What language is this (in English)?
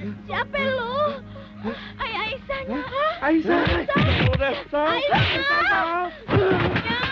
Betawi